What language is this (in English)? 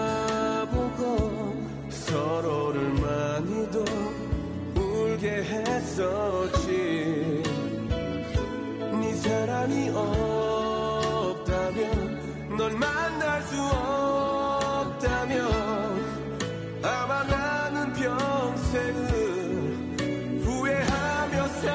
Korean